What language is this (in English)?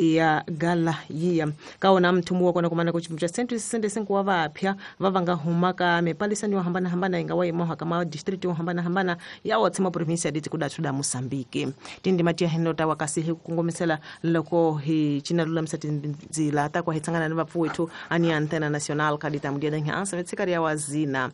Tsonga